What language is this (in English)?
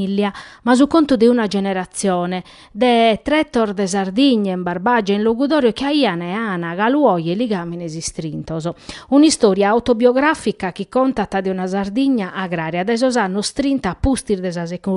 Sardinian